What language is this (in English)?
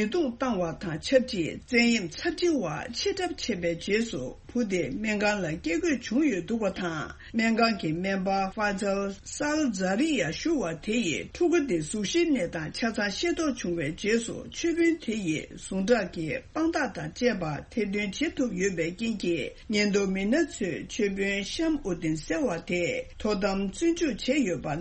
Tibetan